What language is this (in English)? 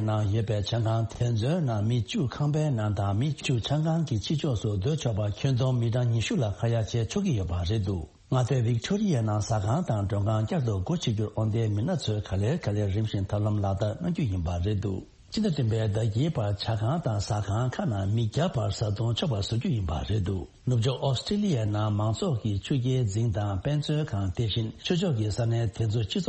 Tibetan